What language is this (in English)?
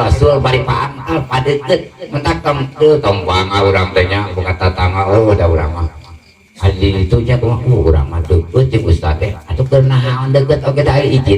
Sundanese